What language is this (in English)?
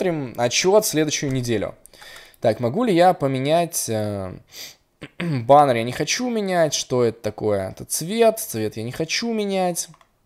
Russian